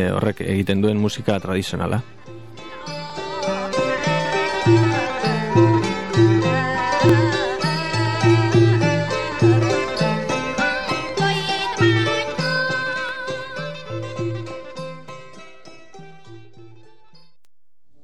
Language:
Basque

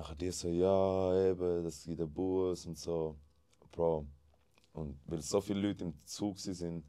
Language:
Swiss German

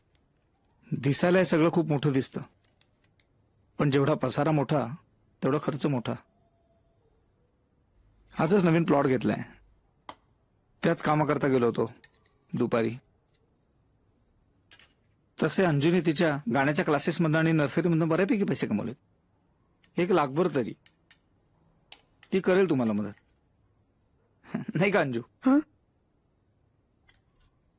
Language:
Marathi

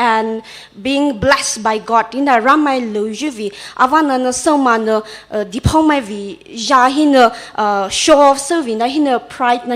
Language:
Poumei Naga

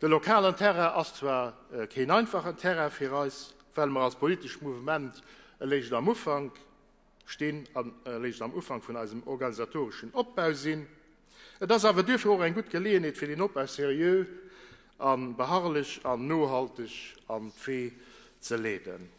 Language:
Luxembourgish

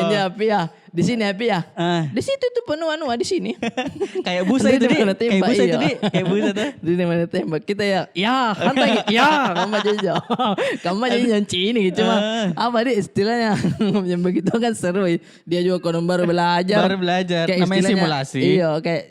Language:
Makassar Malay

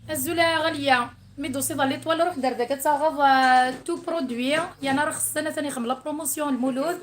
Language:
Kabyle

